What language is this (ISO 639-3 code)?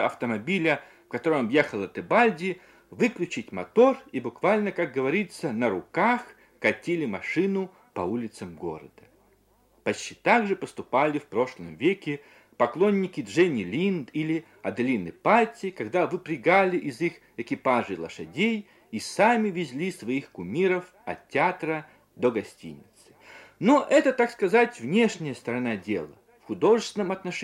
rus